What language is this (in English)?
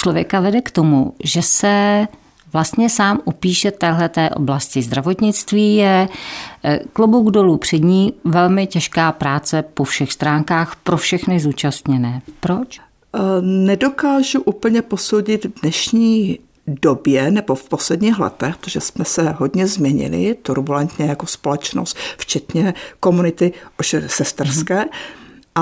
Czech